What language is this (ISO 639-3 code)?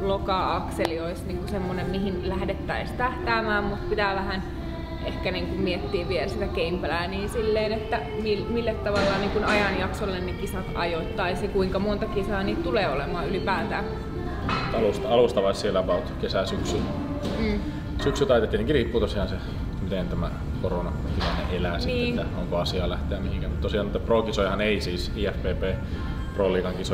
fin